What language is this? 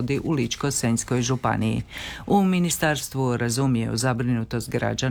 Croatian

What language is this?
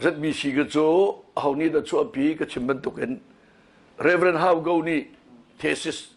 Hakha Chin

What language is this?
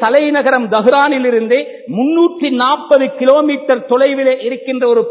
Tamil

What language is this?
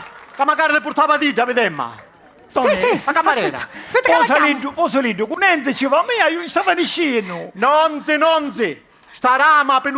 Sicilian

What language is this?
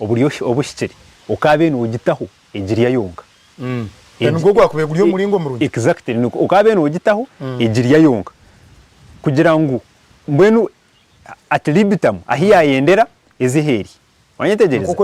Nyankole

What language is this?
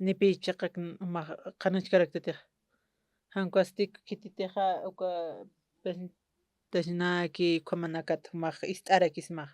Aymara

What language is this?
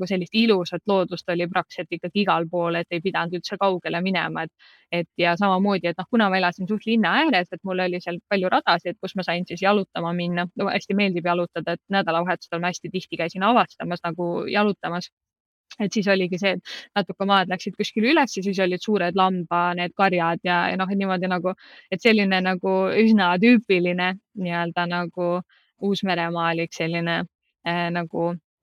Estonian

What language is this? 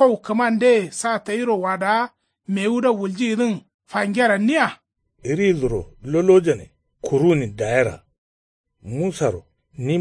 Kanuri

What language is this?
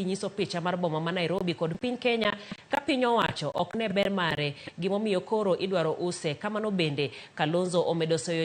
Luo (Kenya and Tanzania)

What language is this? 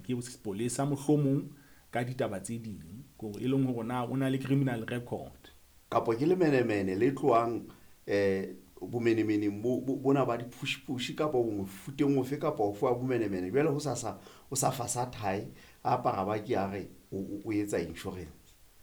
Southern Sotho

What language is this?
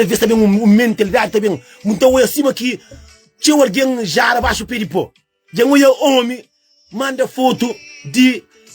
Kabuverdianu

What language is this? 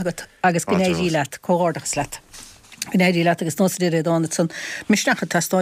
Irish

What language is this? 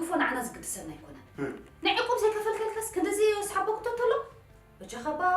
Tigrinya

